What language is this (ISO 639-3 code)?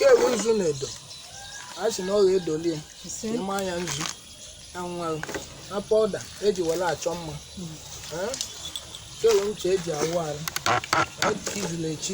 ibo